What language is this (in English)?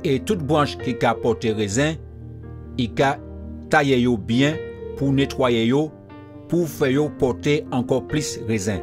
Guadeloupean Creole French